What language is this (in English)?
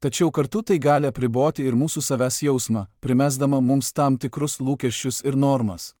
Lithuanian